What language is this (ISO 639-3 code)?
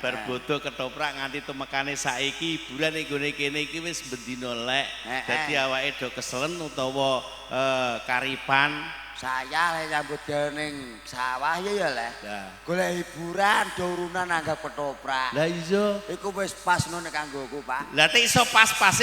jav